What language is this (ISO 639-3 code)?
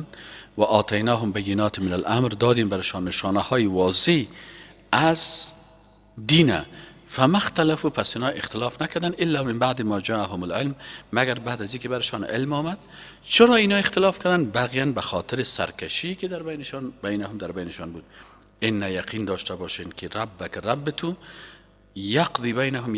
fas